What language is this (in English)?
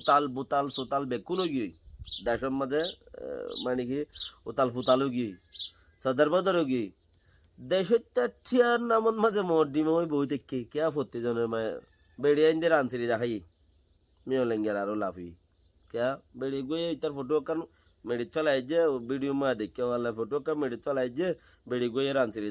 Rohingya